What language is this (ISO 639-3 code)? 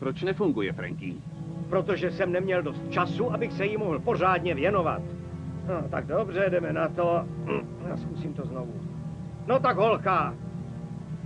ces